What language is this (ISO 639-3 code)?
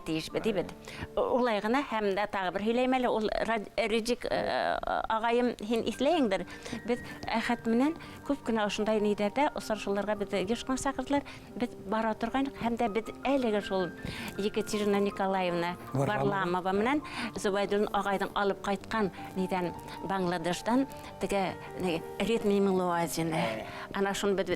bak